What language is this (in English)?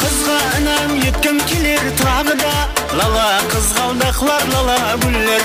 Kara-Kalpak